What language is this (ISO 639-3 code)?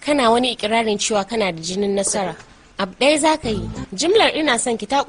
hau